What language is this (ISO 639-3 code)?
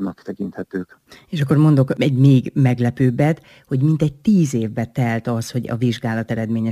hun